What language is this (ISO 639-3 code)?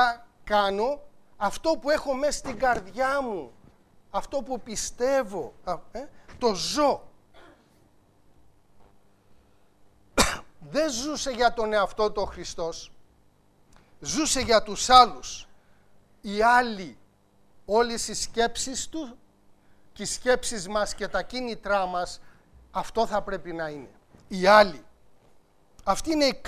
ell